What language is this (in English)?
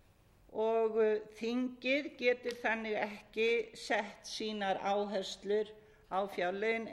Icelandic